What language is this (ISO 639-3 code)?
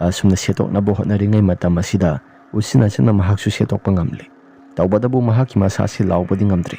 mni